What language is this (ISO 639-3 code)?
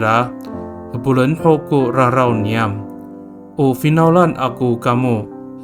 ami